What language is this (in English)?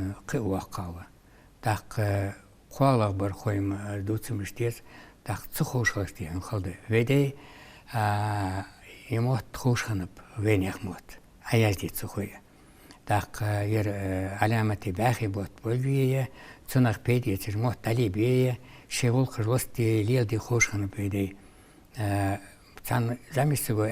Ingush